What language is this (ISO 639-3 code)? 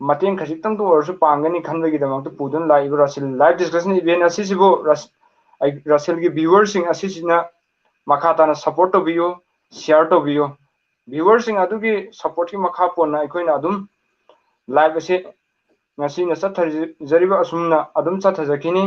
mni